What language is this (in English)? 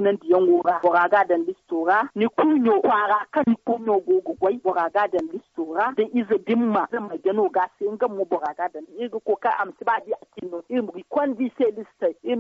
Zarma